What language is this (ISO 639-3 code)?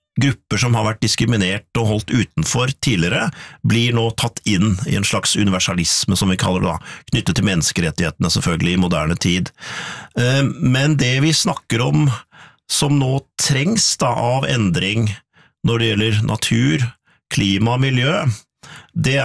nor